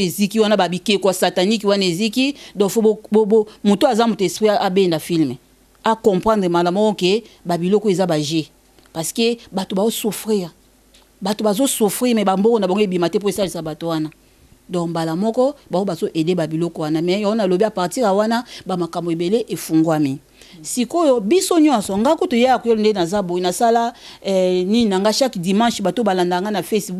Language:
Lingala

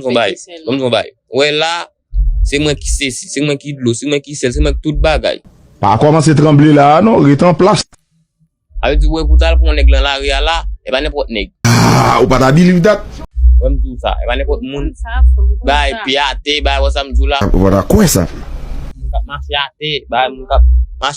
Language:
Haitian Creole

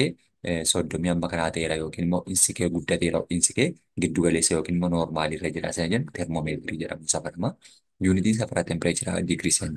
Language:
Oromo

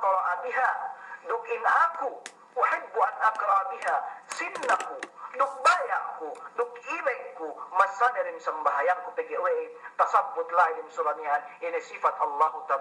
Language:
Yakan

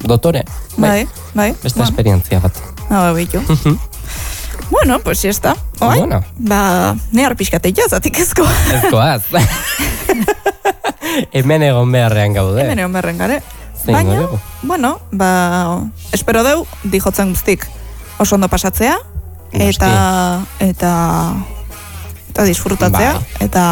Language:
Basque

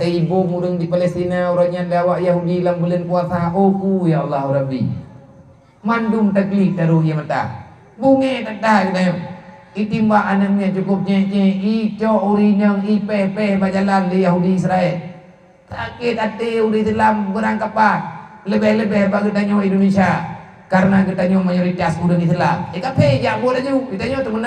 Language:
Achinese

